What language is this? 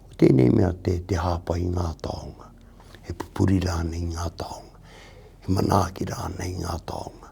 Māori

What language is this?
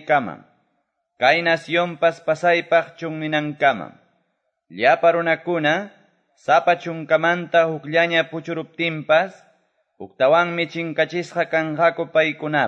Quechua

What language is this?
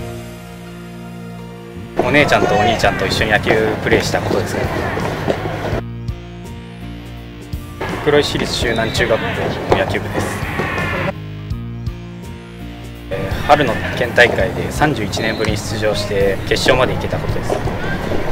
Japanese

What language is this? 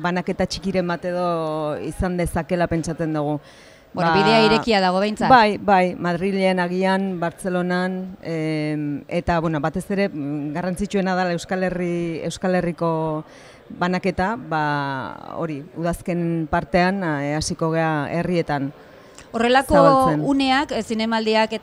Basque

